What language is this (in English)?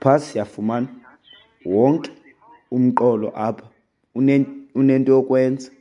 Xhosa